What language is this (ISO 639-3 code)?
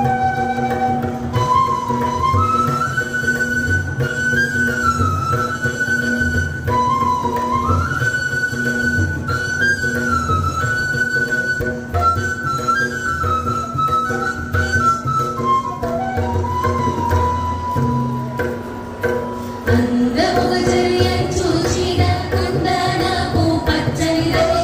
tel